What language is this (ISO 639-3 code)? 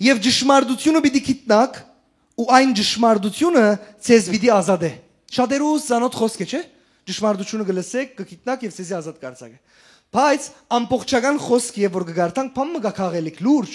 hyw